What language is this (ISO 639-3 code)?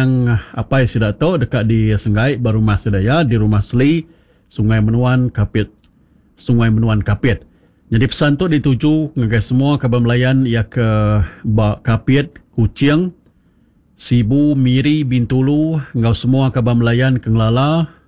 iba